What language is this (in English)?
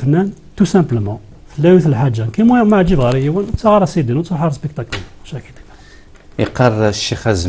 Kabyle